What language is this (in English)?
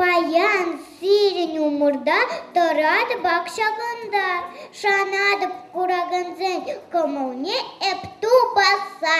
Chuvash